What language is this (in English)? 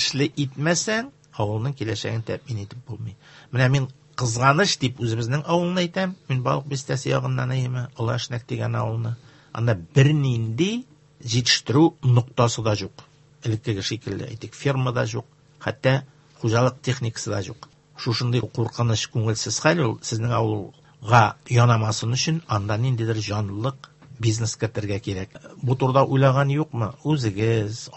Tatar